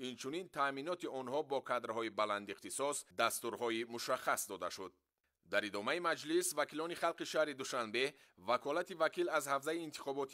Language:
Tajik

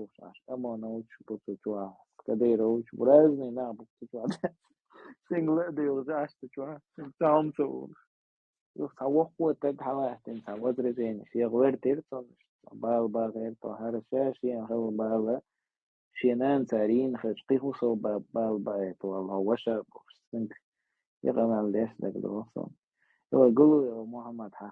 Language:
Chechen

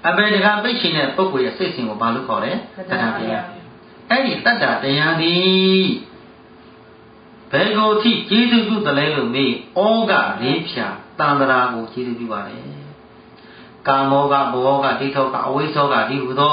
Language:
Burmese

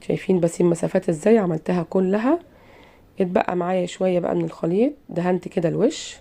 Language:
Egyptian Arabic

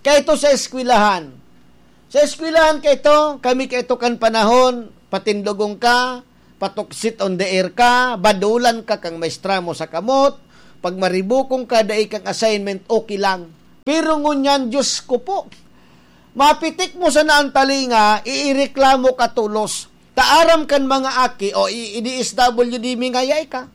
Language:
Bikol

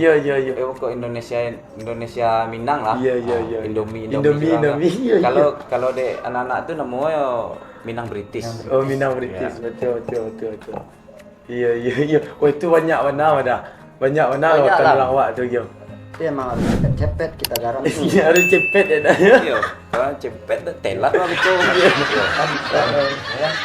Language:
Minangkabau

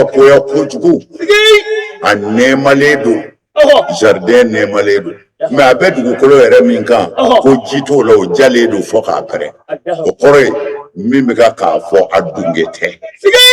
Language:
Bambara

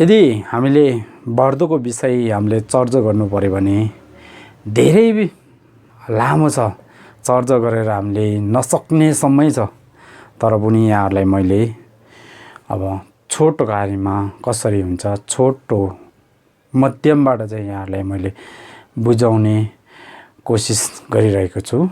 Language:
Nepali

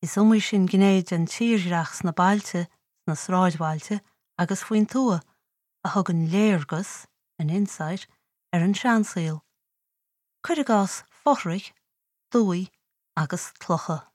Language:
Irish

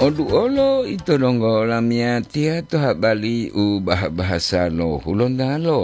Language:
Gorontalo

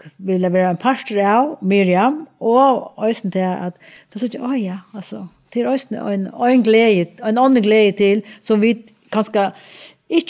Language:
Faroese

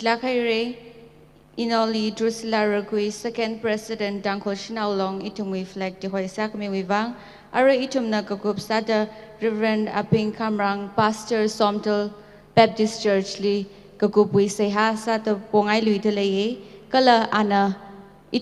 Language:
Tangkhul Naga (India)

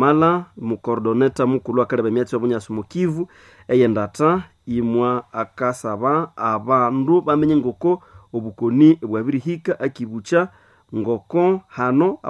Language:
Nande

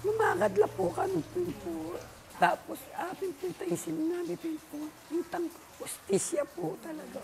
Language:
Pampanga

